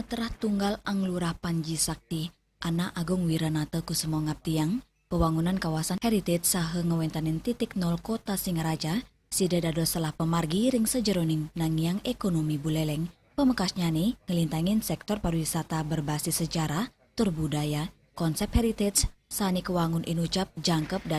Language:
Balinese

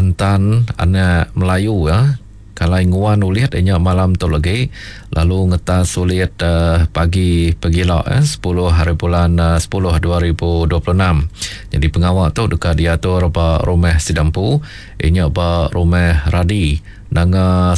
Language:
Iban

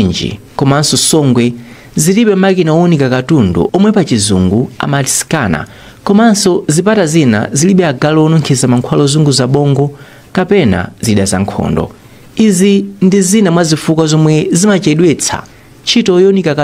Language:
Nyanja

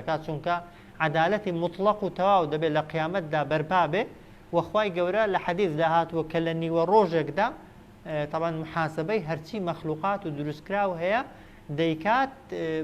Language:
Central Kurdish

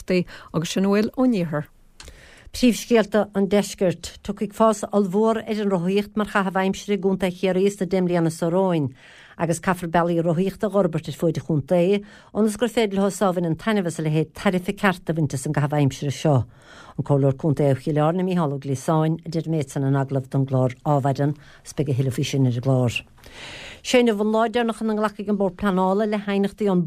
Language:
Irish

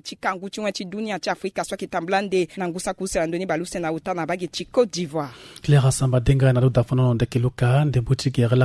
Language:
Sango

